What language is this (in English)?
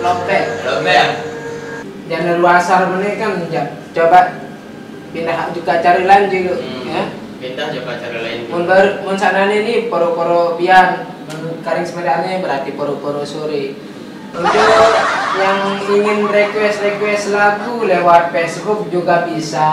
Sasak